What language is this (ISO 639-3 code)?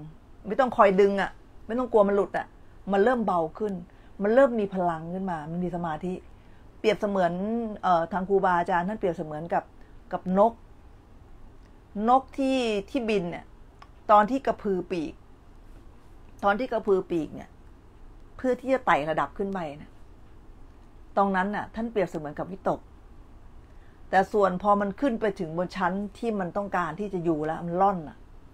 tha